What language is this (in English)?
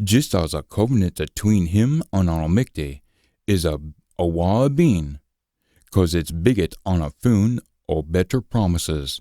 Scots